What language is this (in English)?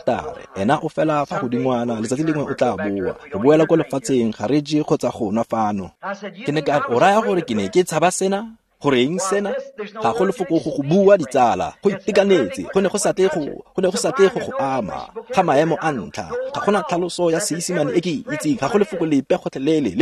Tswana